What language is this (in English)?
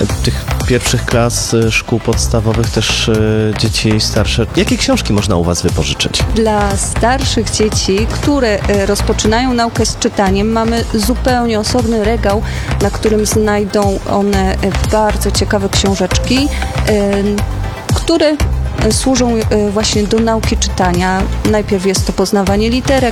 Polish